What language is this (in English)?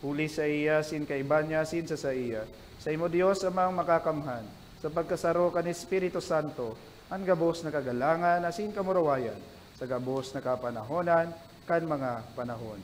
Bikol